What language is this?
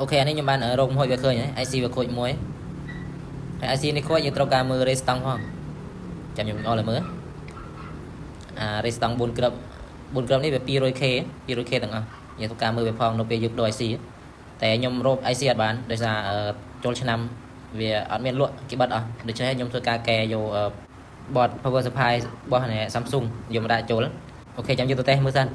Khmer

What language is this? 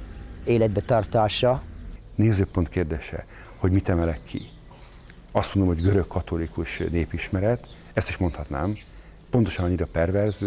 Hungarian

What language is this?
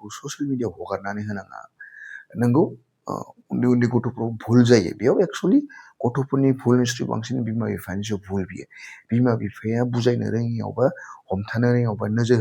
Bodo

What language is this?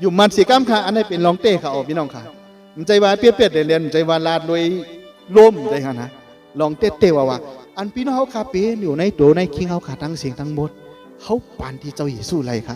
Shan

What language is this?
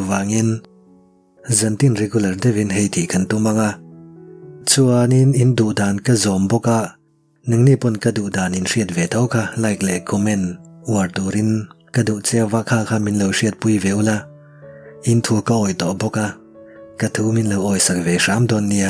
Mizo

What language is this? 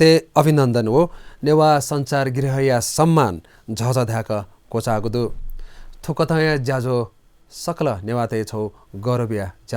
Newari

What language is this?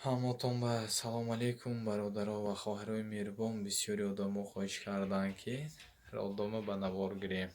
Tajik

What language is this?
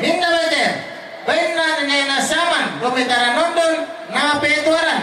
Toraja-Sa'dan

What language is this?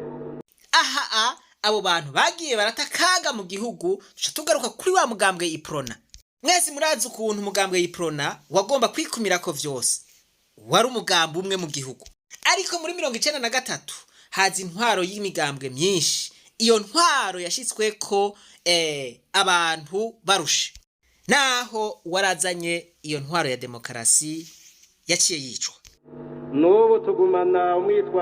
Rundi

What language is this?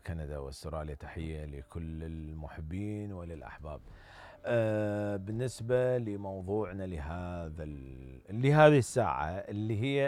Mesopotamian Arabic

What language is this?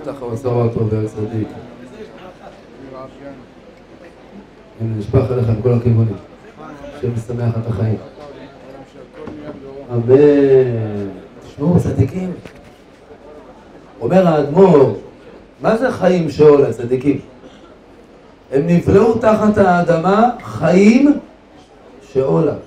Hebrew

